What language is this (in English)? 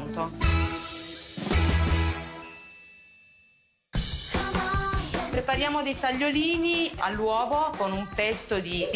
Italian